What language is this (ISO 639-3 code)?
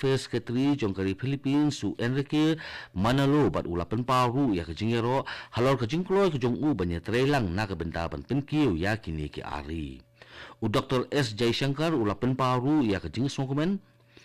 kha